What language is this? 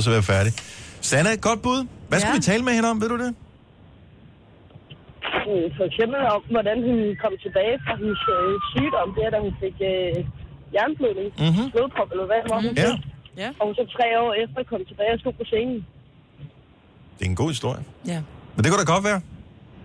Danish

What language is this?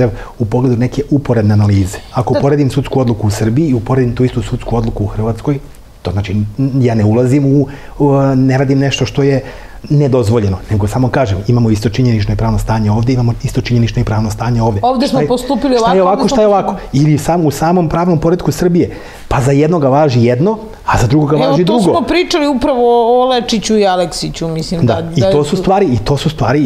Serbian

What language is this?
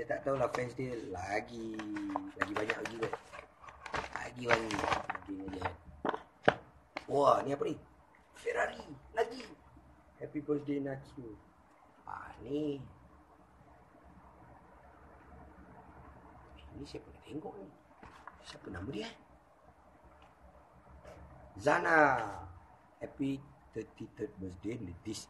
Malay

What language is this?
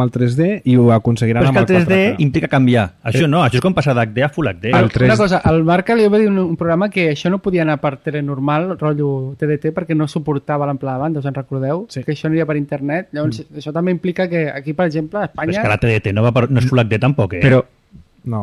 Catalan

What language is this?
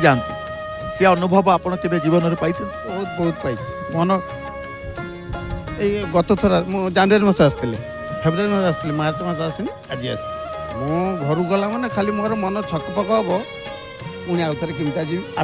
Odia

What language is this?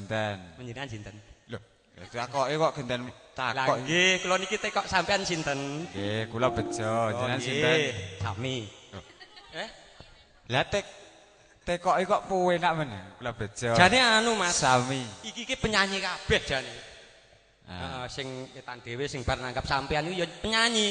Javanese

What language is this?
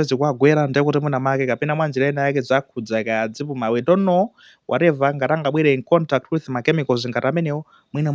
Nyanja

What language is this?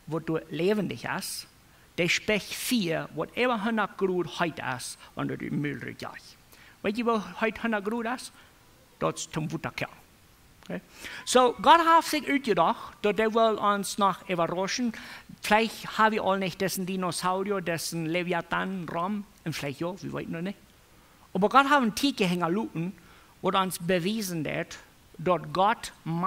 Plautdietsch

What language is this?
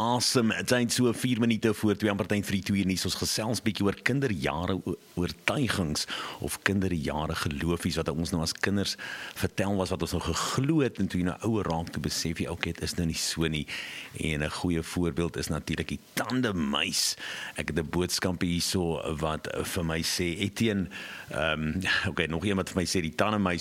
Afrikaans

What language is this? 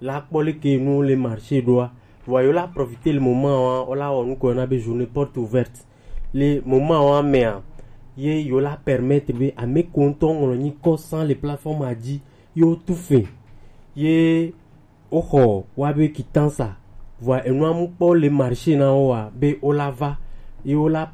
Gen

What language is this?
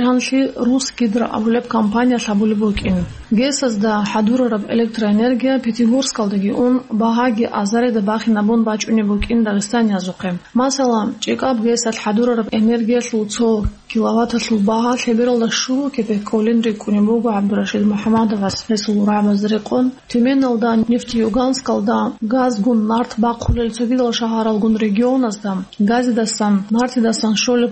Avaric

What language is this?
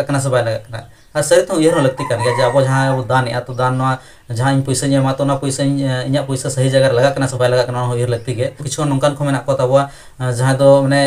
Santali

